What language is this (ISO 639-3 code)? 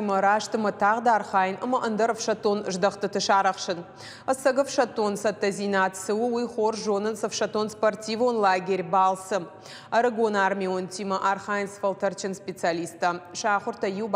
oss